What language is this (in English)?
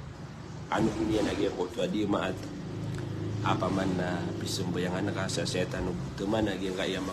Maranao